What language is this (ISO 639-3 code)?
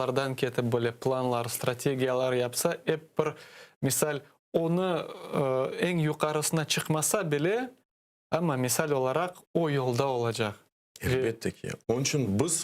crh